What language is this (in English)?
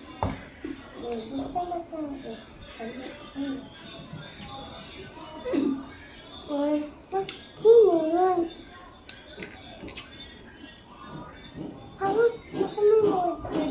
Filipino